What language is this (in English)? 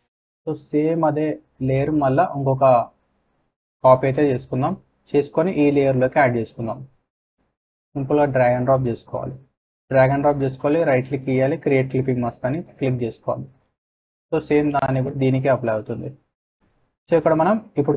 Telugu